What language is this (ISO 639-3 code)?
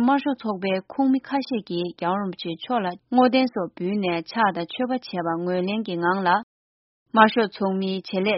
bod